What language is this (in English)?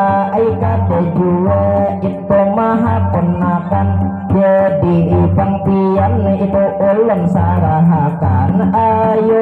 Banjar